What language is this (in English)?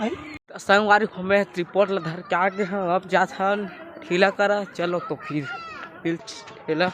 Chhattisgarhi